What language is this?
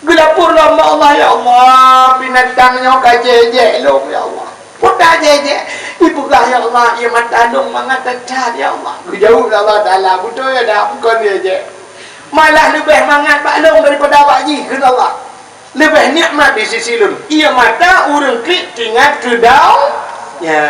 Achinese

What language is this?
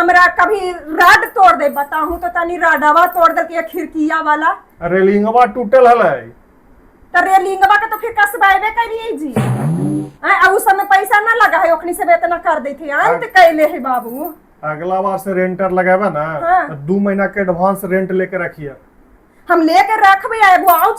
Magahi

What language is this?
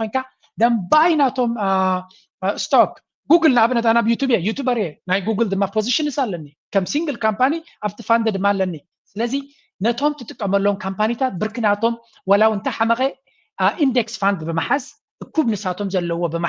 Tigrinya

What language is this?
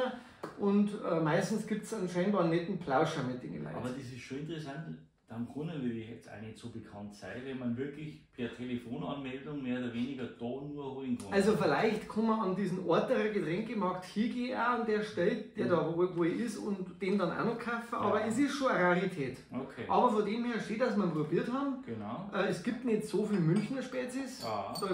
Bavarian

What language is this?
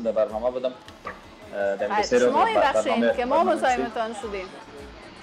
Persian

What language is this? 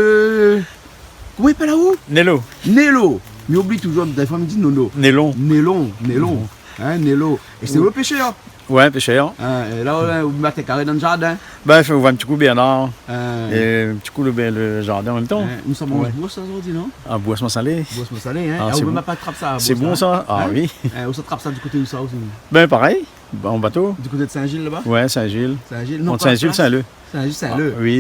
Réunion Creole French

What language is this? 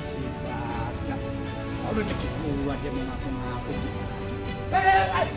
Betawi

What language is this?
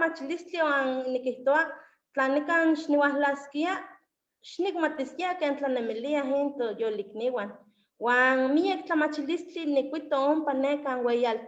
Eastern Huasteca Nahuatl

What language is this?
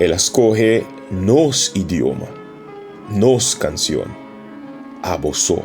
Papiamento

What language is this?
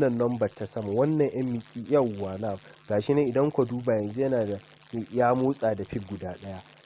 Hausa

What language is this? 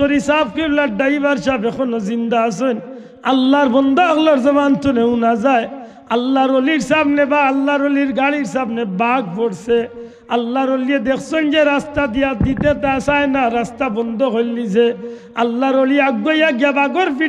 Sylheti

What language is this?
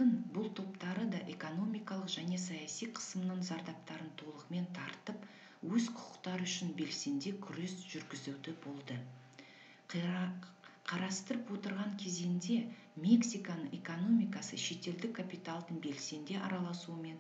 Kazakh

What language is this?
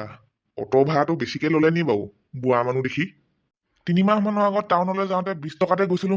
Assamese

